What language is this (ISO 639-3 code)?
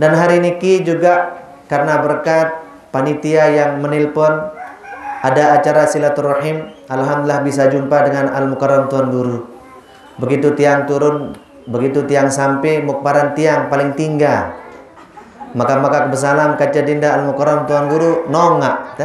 sas